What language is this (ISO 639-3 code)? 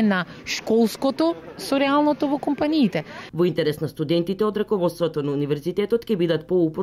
mkd